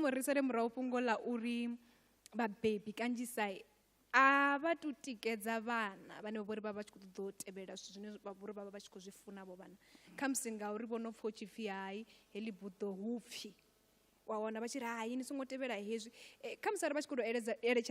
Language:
Venda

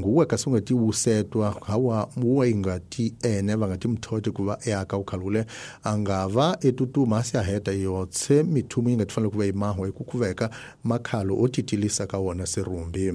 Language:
Tsonga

